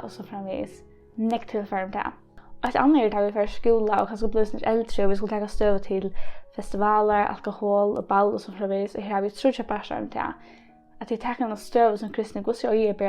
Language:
Faroese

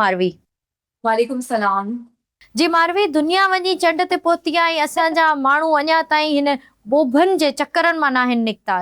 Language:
Sindhi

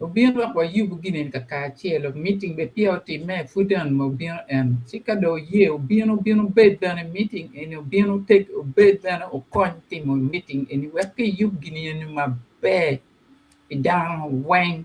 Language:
Acoli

